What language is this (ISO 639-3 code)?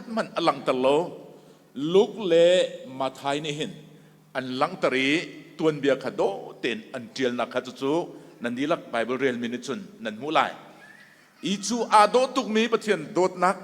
cnh